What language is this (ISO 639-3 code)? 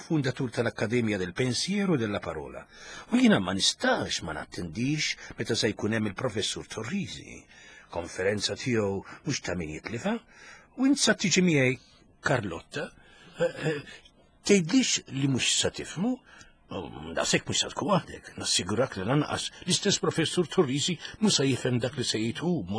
mlt